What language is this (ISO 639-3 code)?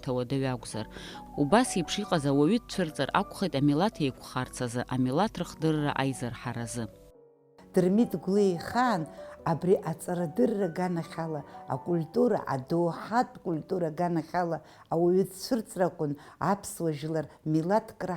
abk